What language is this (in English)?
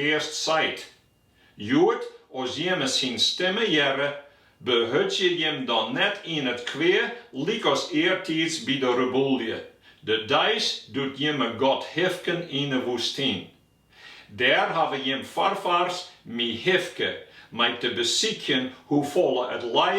Western Frisian